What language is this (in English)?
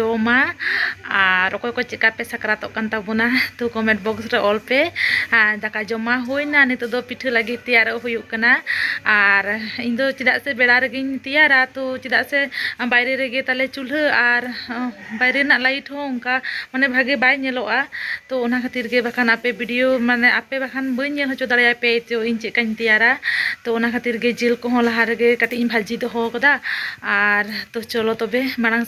Santali